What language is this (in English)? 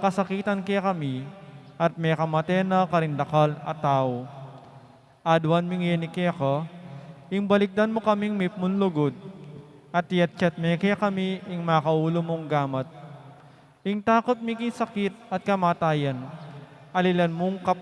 Pampanga